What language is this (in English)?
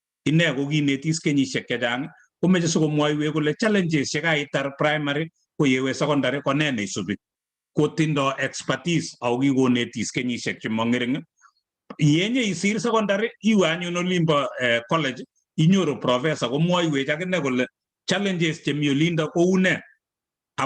Kalenjin